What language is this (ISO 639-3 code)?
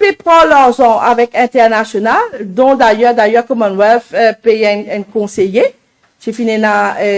mfe